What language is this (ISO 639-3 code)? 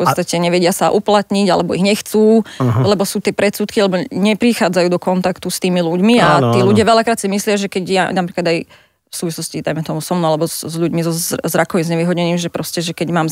slk